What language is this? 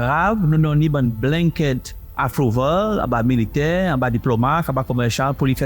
Seselwa Creole French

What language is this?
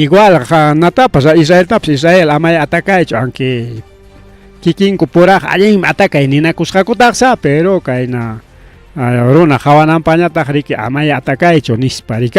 Ayacucho Quechua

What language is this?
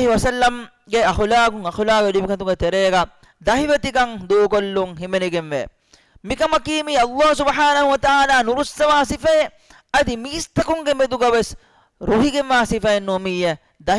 Divehi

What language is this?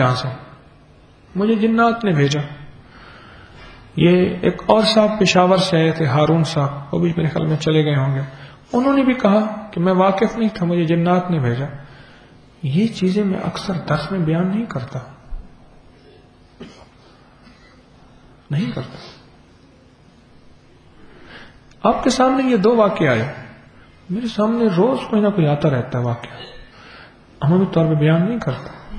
Urdu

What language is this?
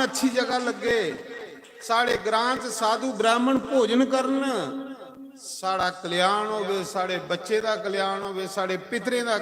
Dogri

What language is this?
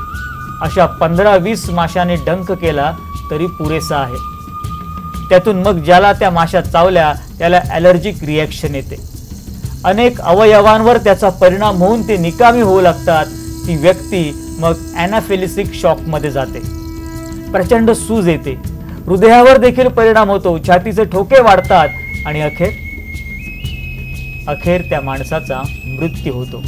Marathi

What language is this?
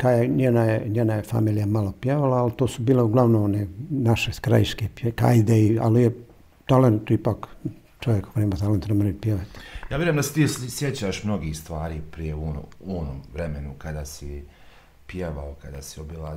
Bosnian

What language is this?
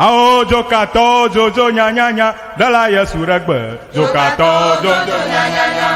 Ewe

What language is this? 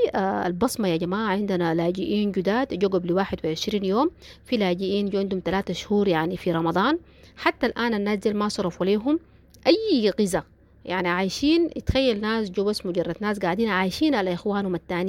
Sudanese Arabic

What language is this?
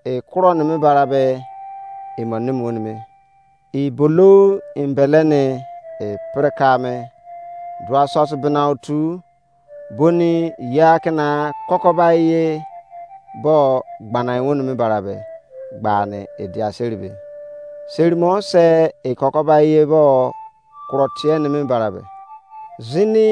Izon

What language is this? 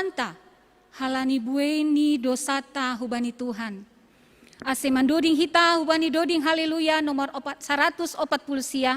Batak Simalungun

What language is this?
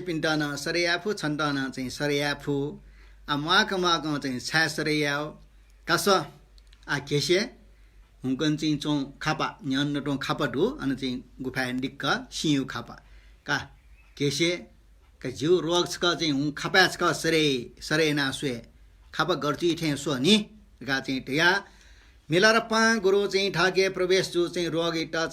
Newari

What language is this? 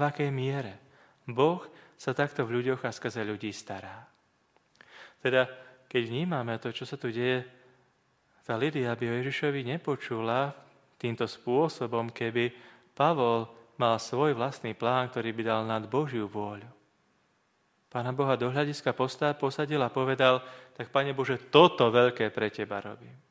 Slovak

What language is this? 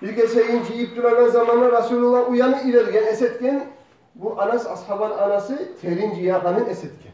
Kumyk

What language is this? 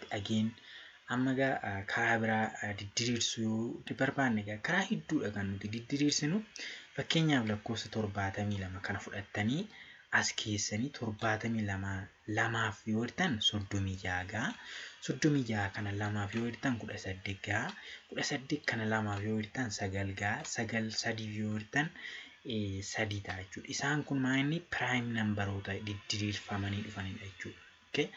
Oromo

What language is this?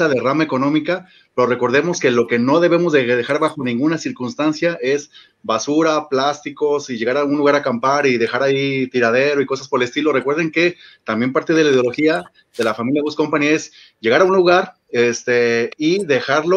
Spanish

